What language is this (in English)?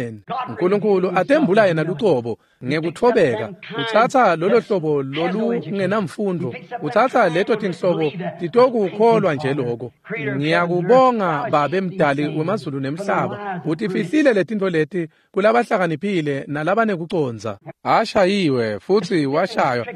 Swati